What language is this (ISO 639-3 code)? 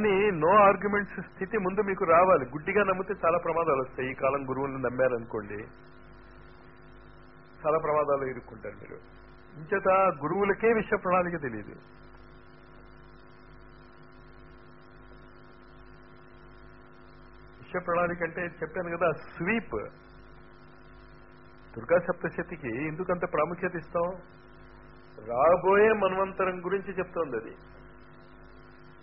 tel